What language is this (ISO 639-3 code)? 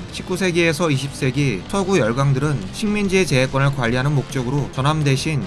kor